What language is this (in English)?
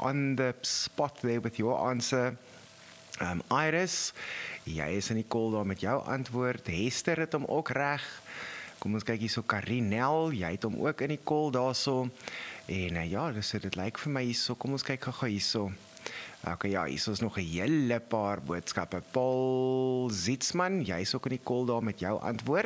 Afrikaans